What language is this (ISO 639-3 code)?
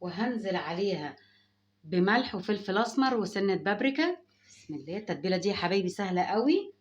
arz